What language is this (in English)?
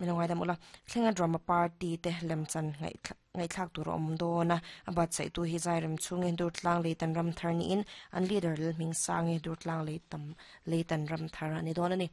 Mizo